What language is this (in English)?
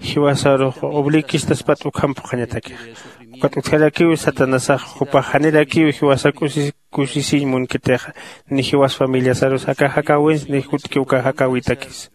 Aymara